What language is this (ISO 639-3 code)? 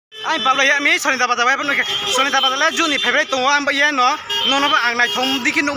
ria